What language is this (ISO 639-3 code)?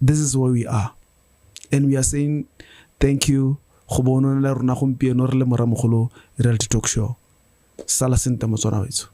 tsn